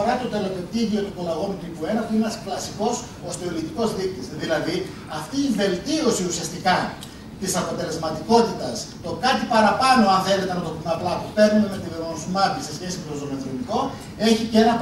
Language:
Greek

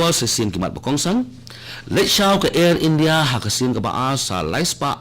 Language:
Khasi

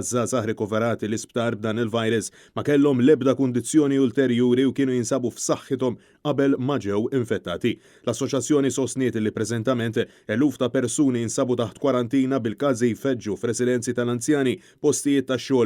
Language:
Maltese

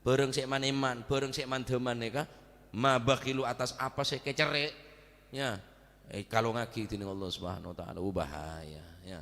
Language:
Madurese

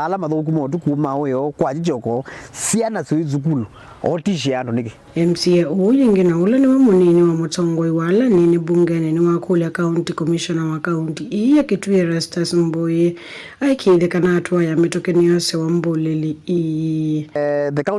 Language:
Kamba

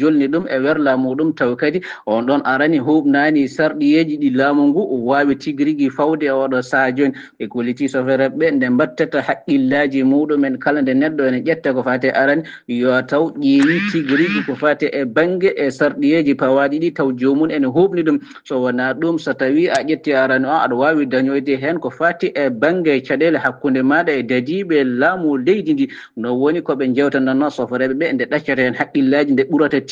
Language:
Fula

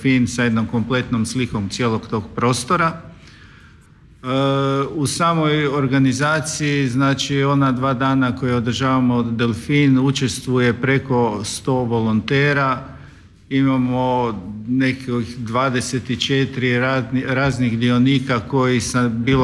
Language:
Croatian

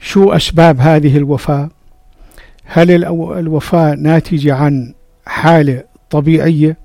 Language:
North Levantine Arabic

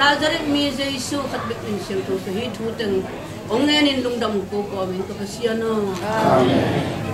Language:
Tedim Chin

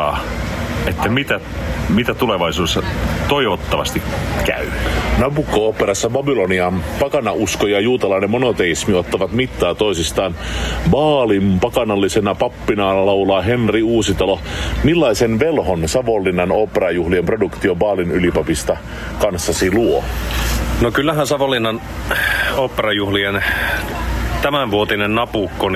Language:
Finnish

